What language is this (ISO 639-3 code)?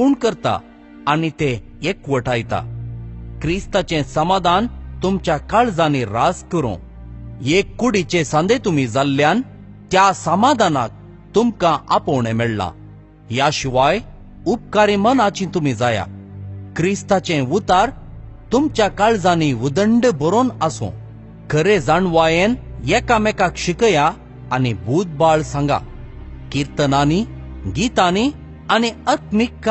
kok